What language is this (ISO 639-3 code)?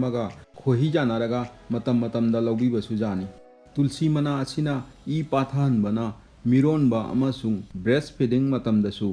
mni